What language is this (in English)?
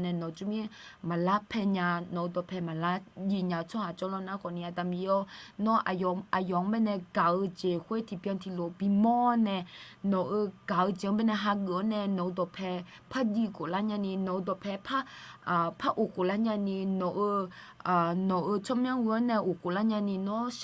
Akha